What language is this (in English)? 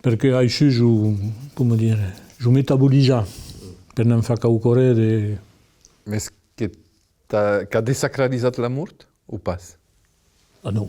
Occitan